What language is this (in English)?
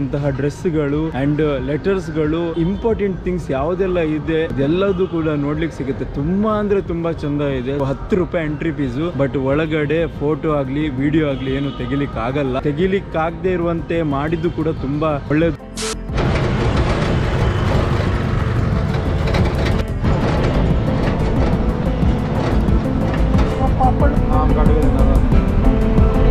Kannada